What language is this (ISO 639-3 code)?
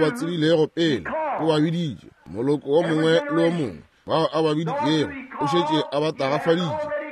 nso